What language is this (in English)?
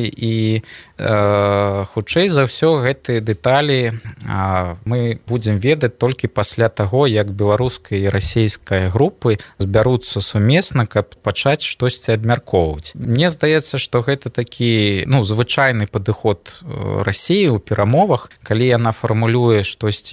Belarusian